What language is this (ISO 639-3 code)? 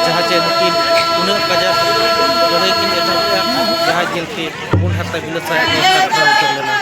sat